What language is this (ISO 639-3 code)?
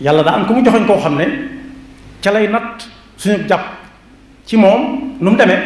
wol